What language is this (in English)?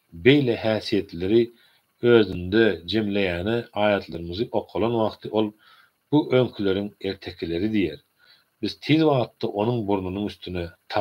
Turkmen